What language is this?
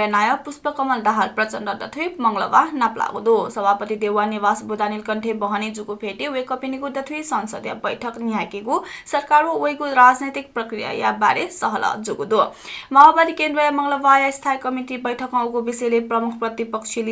Newari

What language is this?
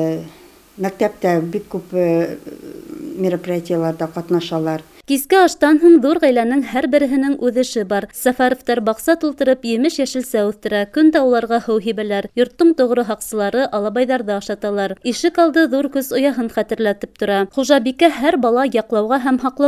Bashkir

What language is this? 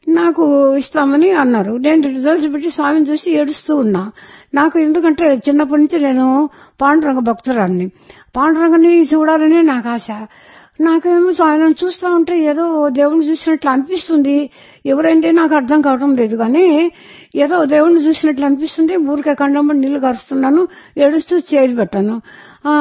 Telugu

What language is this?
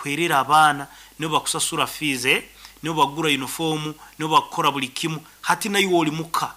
Nyoro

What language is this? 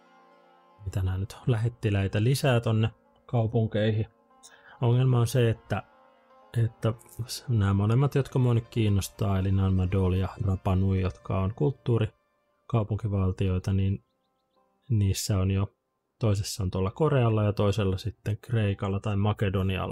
Finnish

